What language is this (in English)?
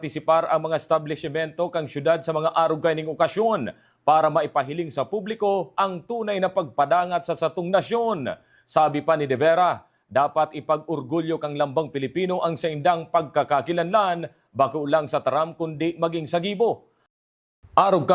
Bikol